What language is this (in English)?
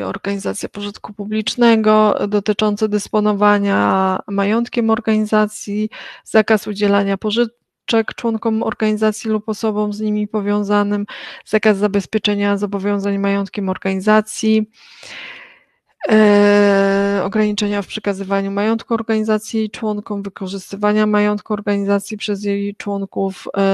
Polish